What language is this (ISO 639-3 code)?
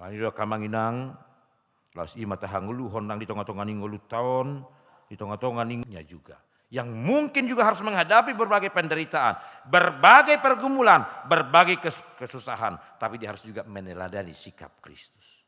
bbc